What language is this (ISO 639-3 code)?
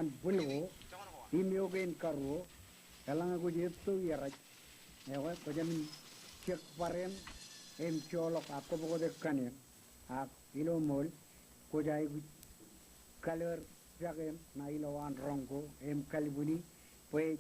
mah